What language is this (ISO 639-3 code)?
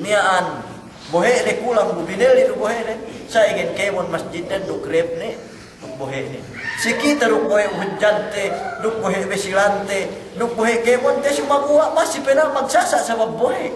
yka